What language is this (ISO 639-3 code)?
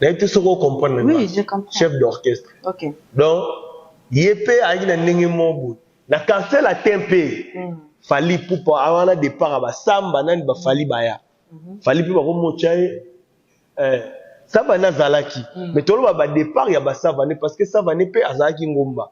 lin